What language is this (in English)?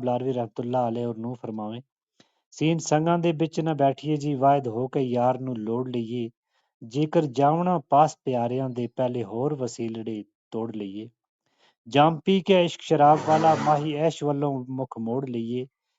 Gujari